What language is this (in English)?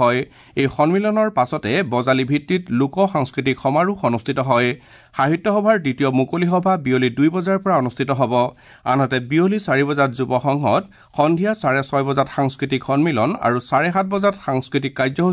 Assamese